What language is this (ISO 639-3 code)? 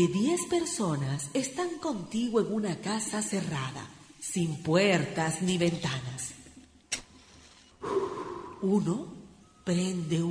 spa